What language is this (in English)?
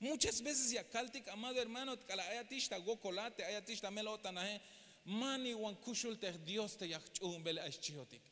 Tzeltal